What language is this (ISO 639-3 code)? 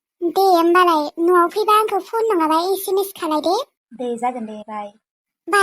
brx